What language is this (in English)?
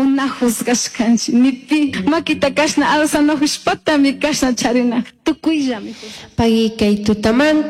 Chimborazo Highland Quichua